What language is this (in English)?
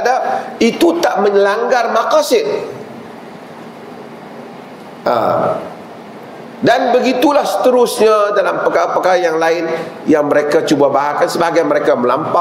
Malay